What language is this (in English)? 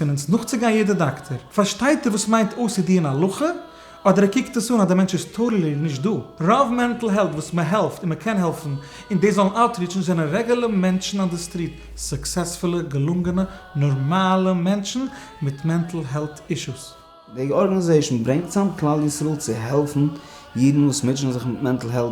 Yiddish